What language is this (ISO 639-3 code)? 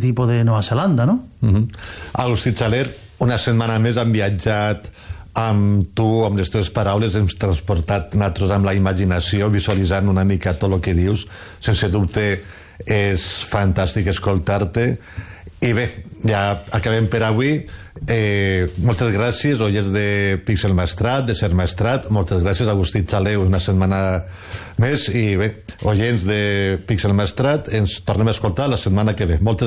cat